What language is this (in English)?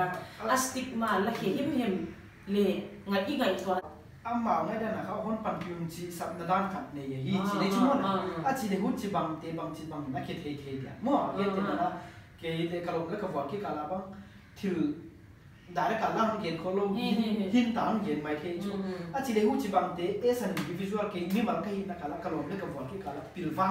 Paite Chin